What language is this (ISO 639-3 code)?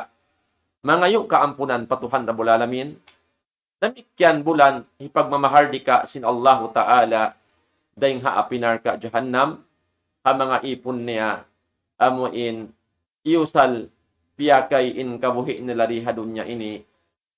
tsg